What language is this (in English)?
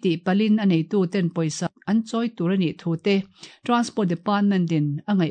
Mizo